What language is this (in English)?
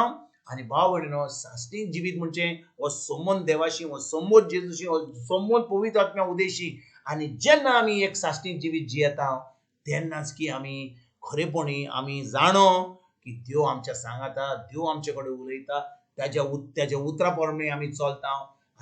Konkani